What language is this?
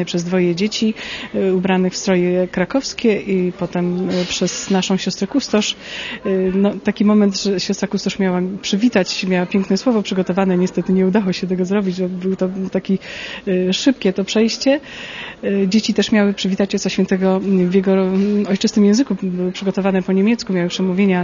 Polish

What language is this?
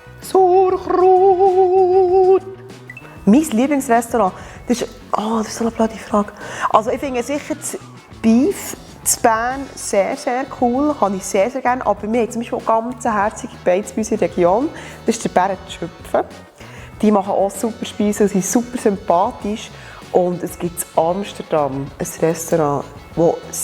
Swiss German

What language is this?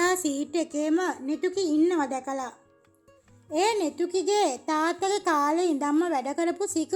Sinhala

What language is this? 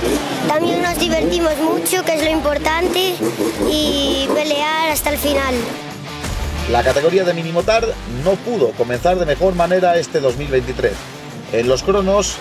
Spanish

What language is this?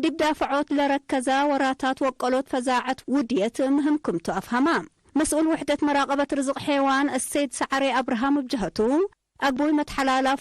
Tigre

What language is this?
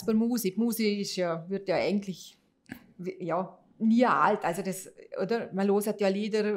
Swiss German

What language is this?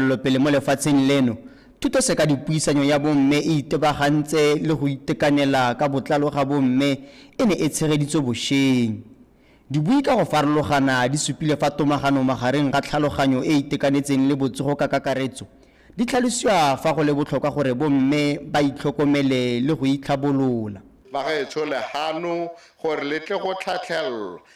Tswana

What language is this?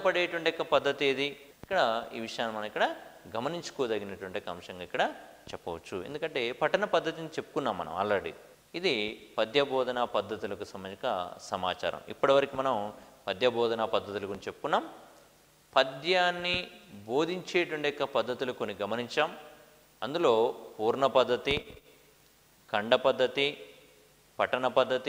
Telugu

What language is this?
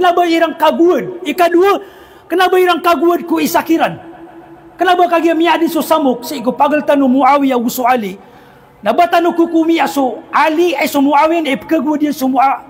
Maranao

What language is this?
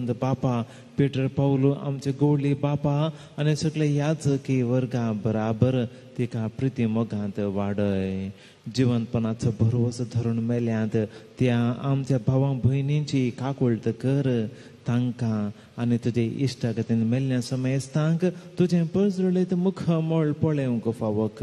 Konkani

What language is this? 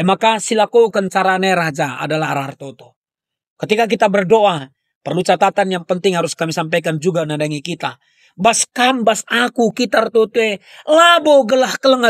Batak Karo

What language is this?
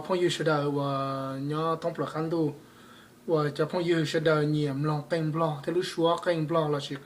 Hmong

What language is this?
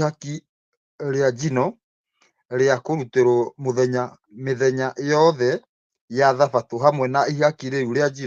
Kikuyu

